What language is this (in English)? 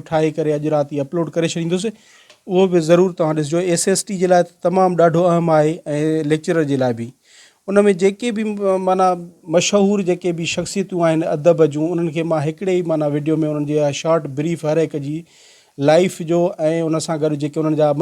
Sindhi